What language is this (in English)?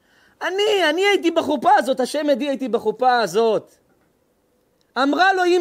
Hebrew